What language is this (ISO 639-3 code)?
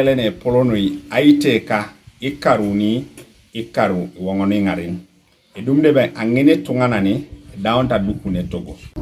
teo